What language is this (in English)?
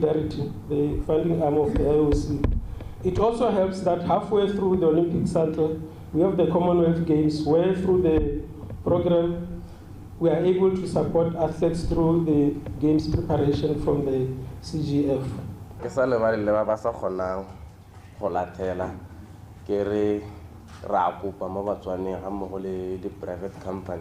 Tswana